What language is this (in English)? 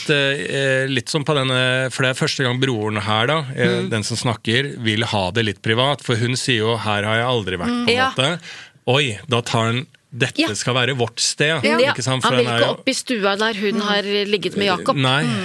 Norwegian